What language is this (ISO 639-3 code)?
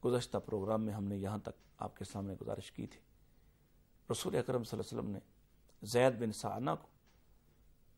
urd